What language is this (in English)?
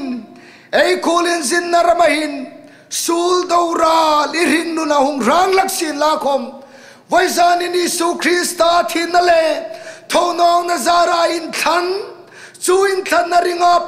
Hmar